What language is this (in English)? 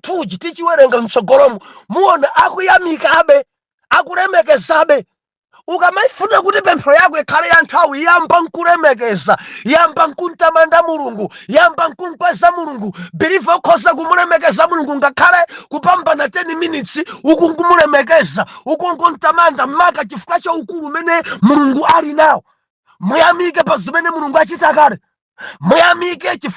Nyanja